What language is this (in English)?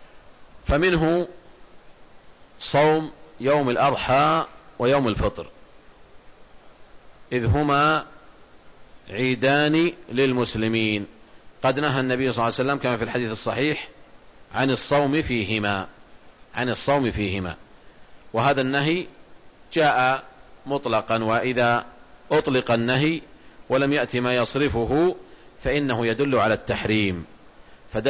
Arabic